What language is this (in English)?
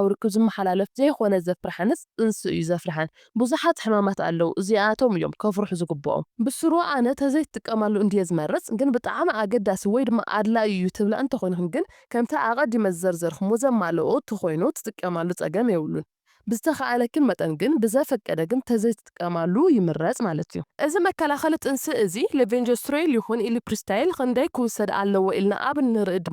Tigrinya